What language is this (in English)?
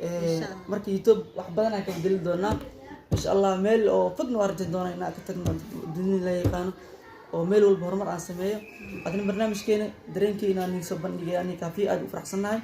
Somali